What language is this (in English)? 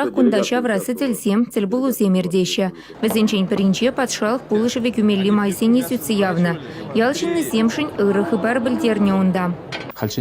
Chuvash